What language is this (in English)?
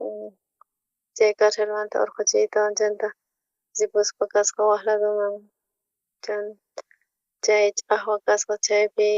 South Bolivian Quechua